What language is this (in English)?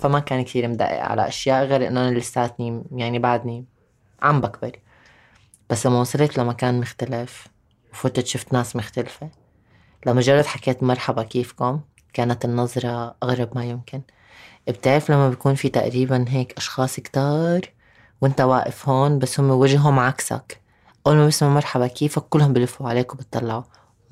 North Levantine Arabic